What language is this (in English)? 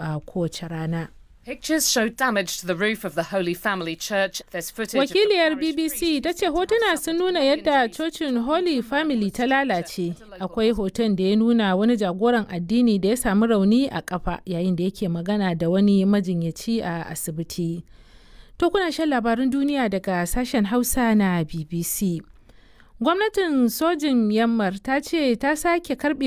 Hausa